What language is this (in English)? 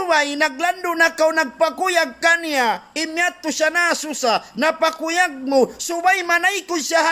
Tausug